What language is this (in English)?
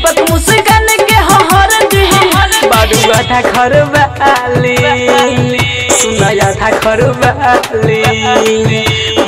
Bhojpuri